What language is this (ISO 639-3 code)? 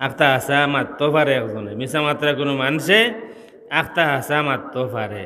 syl